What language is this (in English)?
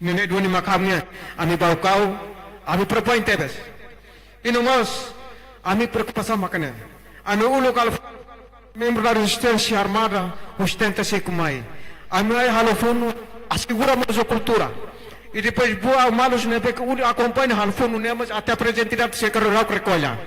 Tetum